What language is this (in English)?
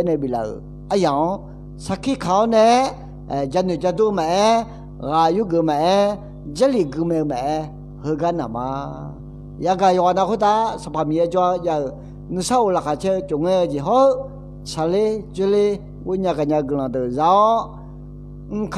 Akha